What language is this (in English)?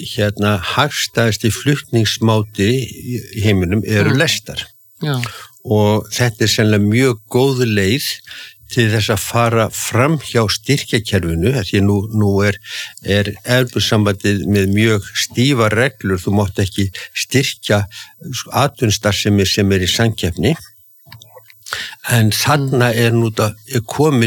Icelandic